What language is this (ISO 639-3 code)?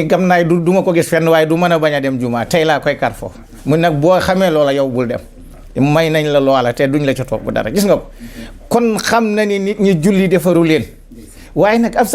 wol